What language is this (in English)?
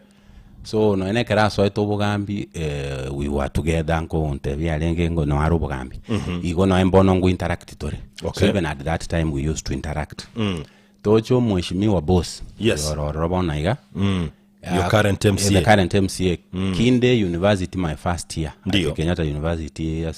Gusii